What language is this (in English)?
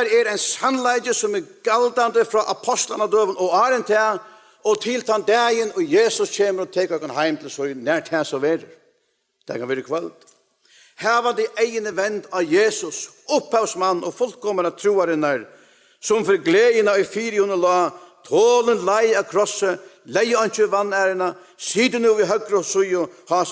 Faroese